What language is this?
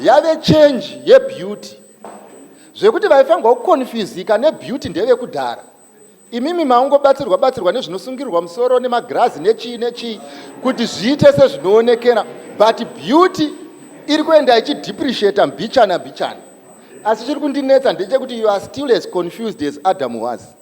Shona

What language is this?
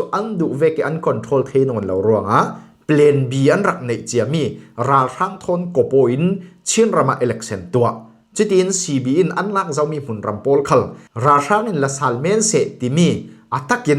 Falam Chin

